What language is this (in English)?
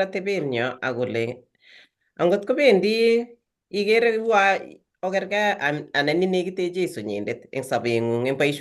Kalenjin